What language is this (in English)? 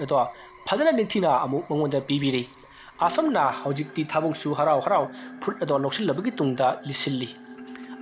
Manipuri